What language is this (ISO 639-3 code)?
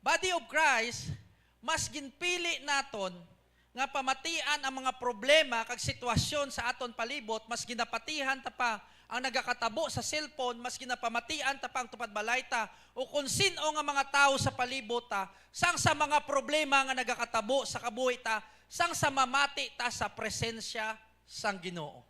hil